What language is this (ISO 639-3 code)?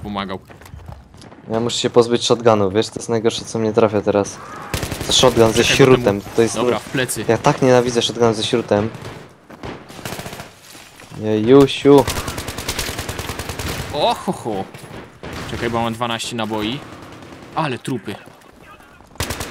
pol